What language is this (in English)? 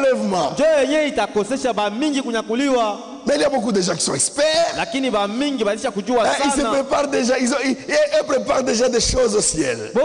Swahili